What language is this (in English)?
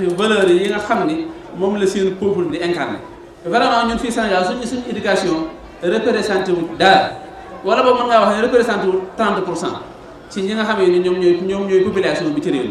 Wolof